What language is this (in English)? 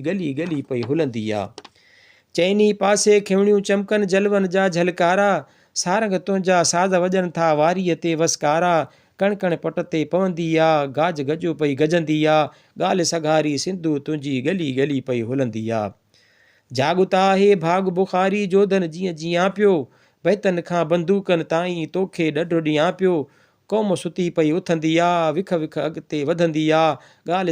Sindhi